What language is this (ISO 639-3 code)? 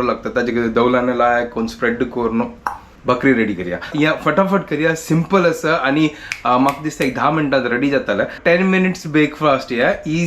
kok